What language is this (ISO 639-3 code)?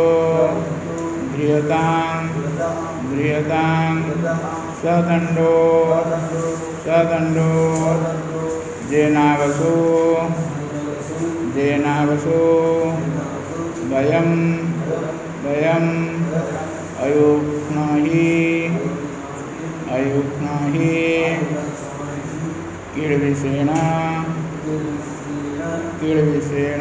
ori